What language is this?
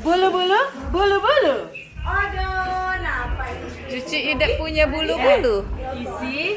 Manado Malay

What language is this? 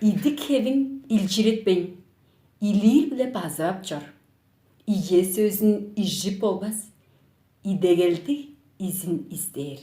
Tuvinian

